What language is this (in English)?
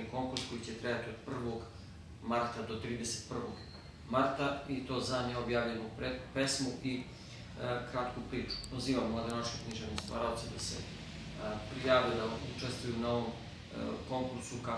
Serbian